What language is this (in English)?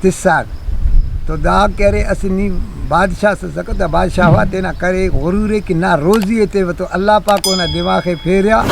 Brahui